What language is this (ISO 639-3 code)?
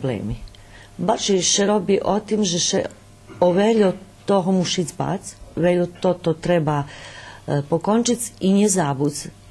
rue